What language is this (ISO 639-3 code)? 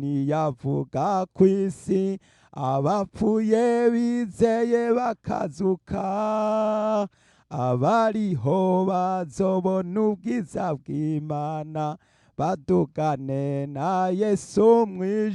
run